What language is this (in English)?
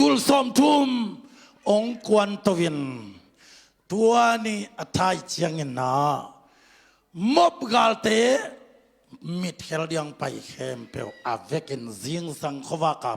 Tedim Chin